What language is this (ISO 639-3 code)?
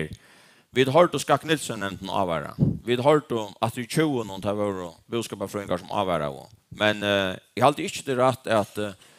fao